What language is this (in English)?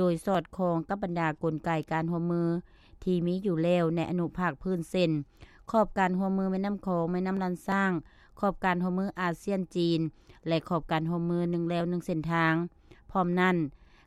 Lao